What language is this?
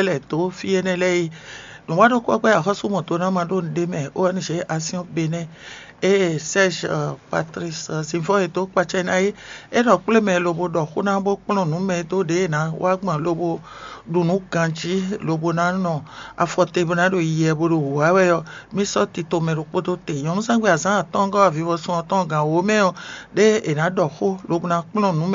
Fon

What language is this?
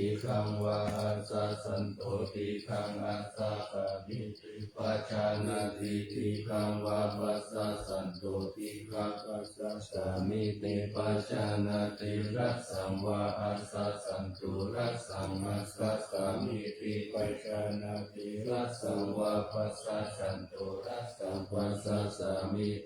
Pali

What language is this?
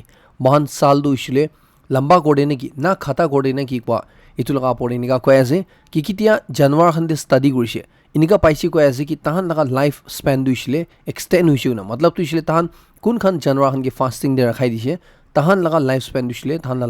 Naga Pidgin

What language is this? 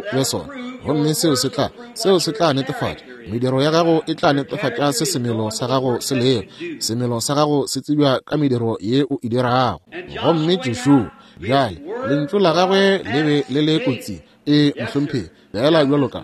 Northern Sotho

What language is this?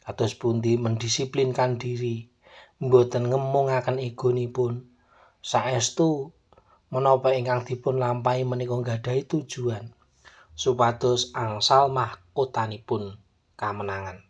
Javanese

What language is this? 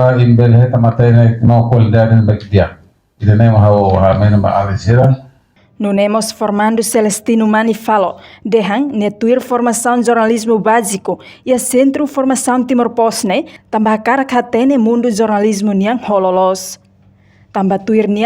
Tetum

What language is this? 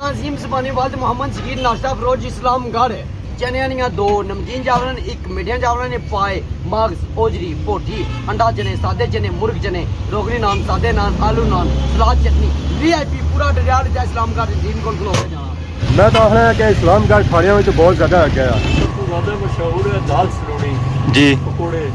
Pahari-Potwari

